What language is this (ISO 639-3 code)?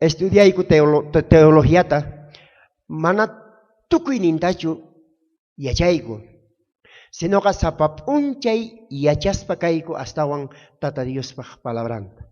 quh